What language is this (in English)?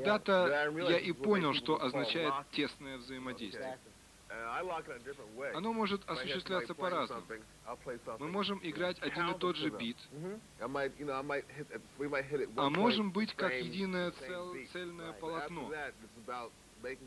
Russian